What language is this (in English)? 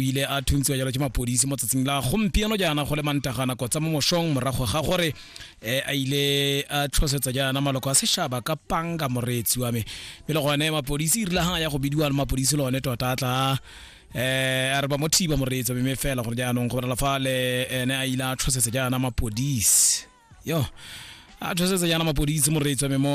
Tswana